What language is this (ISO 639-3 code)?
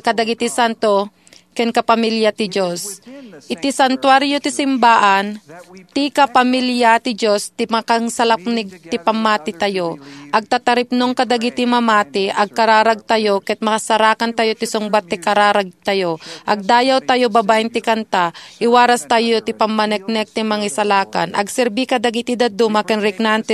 ilo